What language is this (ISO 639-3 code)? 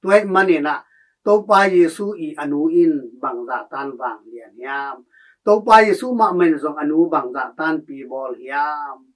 ctd